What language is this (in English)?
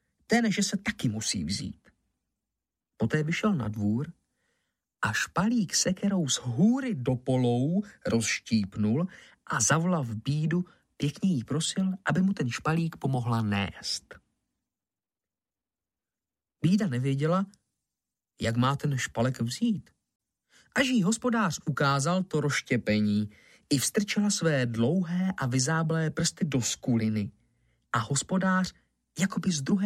Czech